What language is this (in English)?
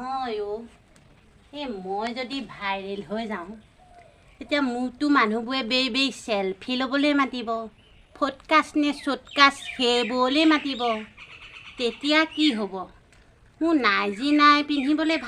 Assamese